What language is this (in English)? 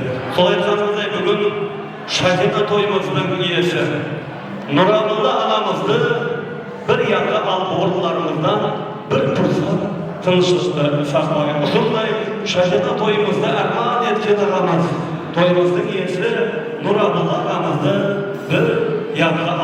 Kara-Kalpak